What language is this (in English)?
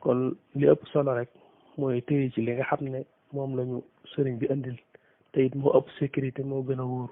Wolof